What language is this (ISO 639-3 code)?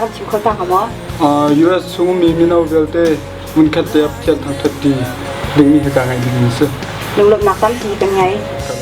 cnh